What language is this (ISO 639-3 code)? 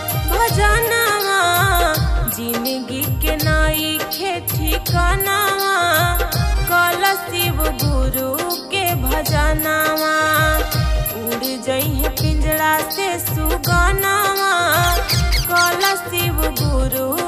bho